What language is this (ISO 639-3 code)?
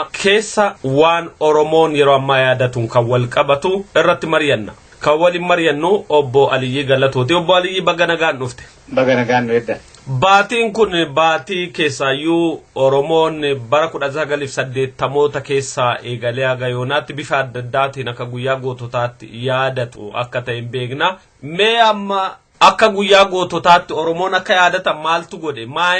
orm